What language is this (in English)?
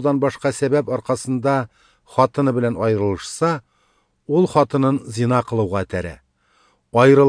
Tatar